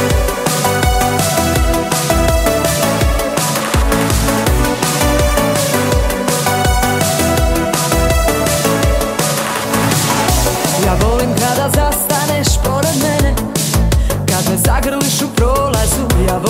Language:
Croatian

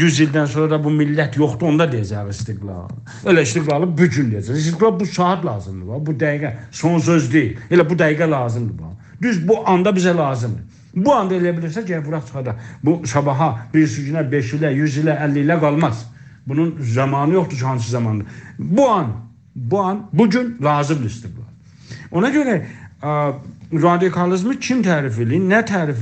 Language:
South Azerbaijani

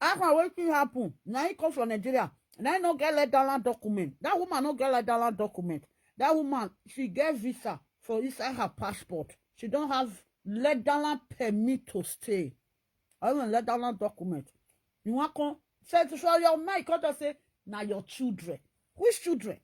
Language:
Nigerian Pidgin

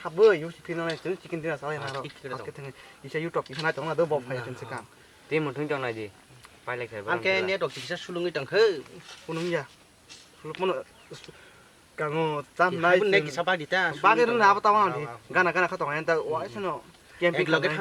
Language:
Kok Borok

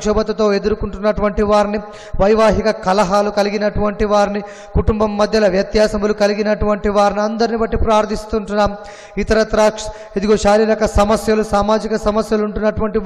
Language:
Telugu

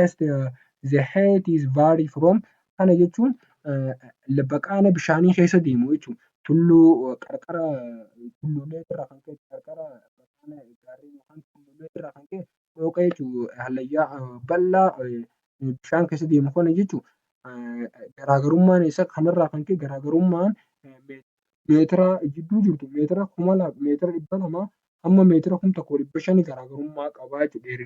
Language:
Oromo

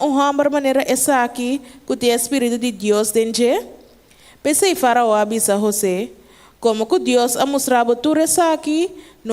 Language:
Papiamento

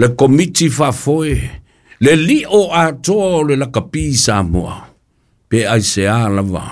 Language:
Samoan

